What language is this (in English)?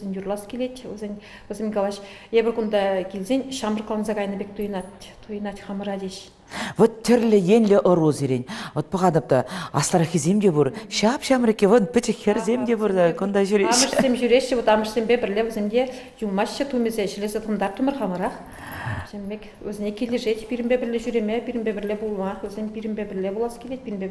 Chuvash